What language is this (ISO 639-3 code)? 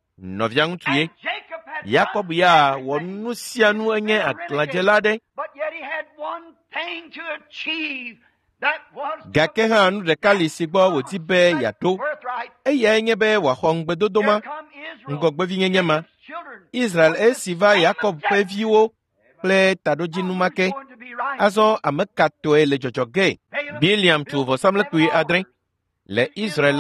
ewe